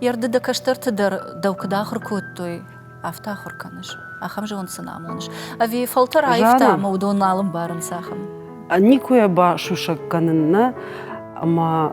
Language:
Ossetic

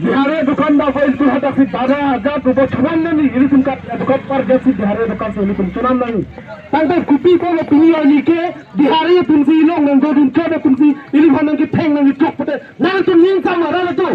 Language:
Karbi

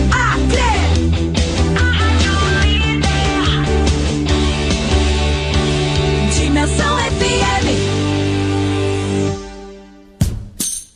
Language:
Portuguese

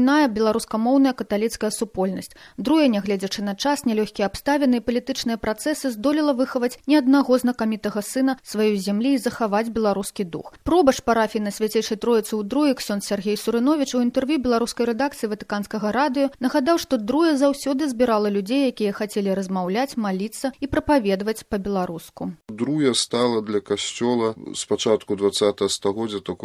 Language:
Belarusian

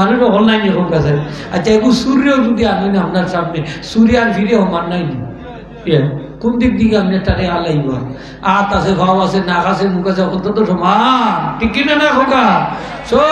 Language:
Sylheti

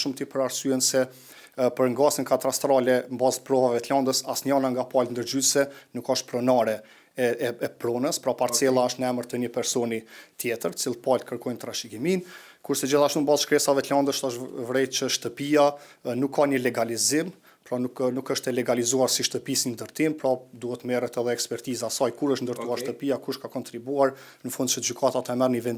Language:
Albanian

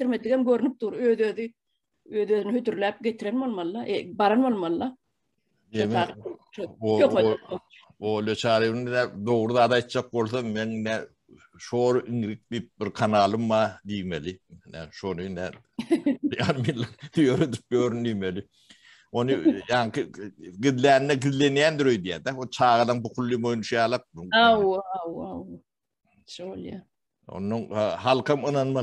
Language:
Turkmen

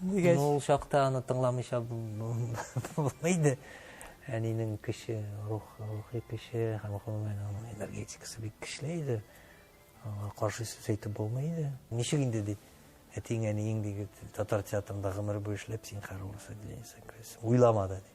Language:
Tatar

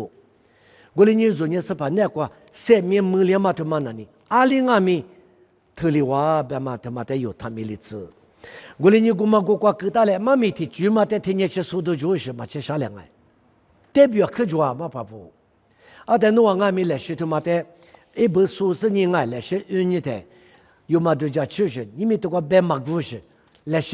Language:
Lisu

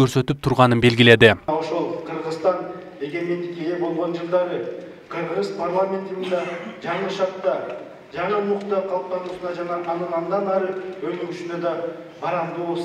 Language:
Kyrgyz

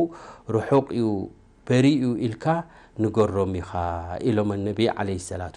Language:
Tigrinya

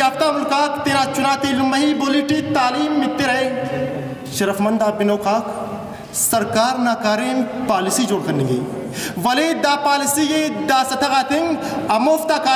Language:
Brahui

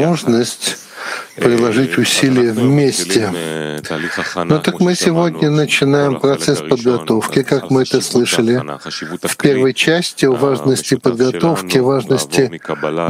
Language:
Russian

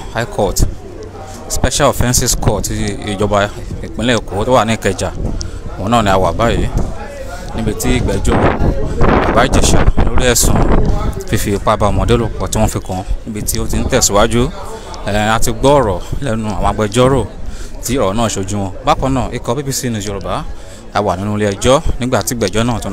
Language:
Yoruba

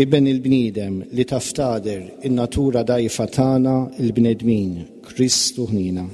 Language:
Maltese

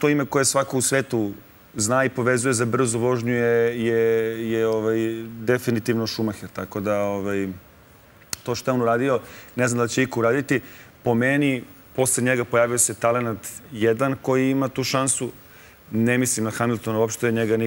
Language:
Serbian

